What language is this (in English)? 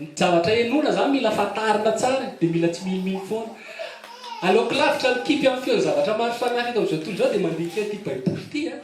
Malagasy